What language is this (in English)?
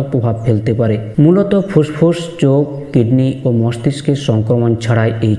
Bangla